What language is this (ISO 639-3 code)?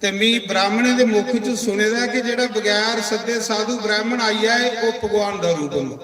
doi